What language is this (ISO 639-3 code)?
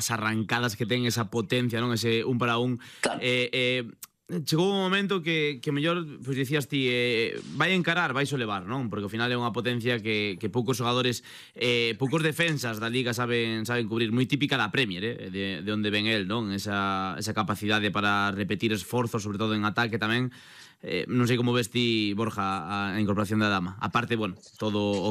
glg